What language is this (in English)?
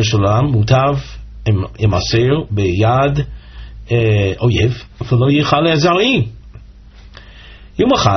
Hebrew